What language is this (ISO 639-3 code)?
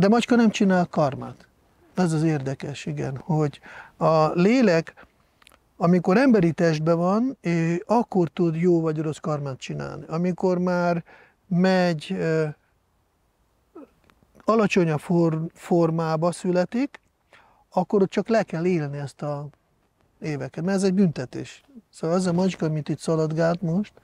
hun